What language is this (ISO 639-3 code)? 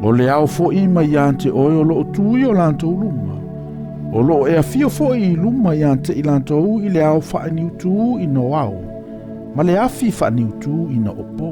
smo